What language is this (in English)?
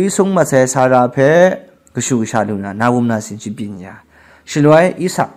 Kachin